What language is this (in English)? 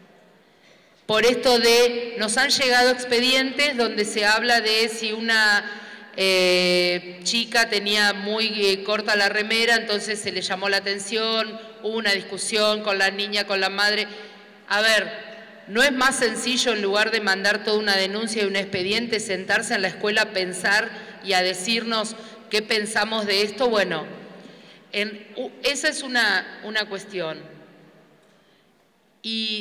Spanish